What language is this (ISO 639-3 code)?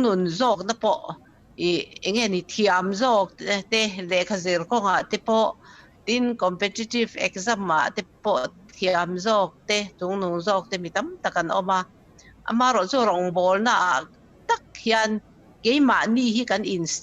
lus